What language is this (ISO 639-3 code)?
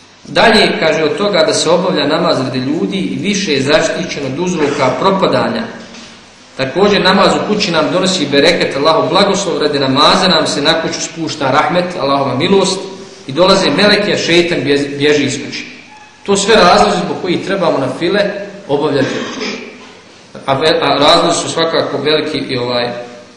bos